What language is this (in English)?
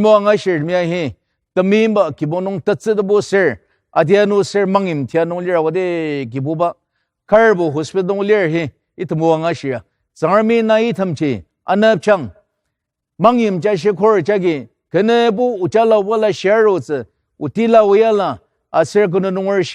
Ao Naga